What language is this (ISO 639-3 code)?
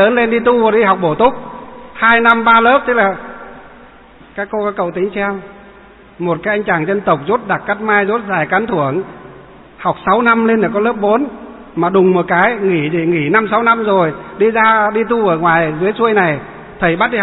vie